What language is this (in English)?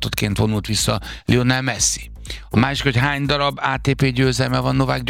Hungarian